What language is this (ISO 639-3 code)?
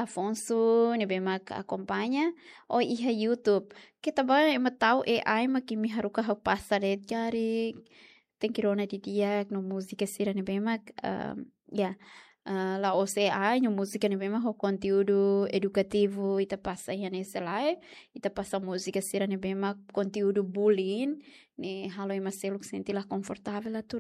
tet